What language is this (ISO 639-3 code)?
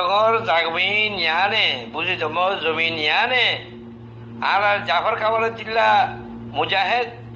rhg